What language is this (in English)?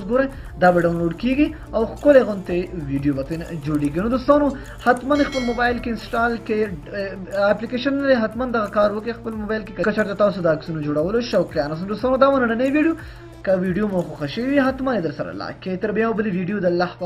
Pashto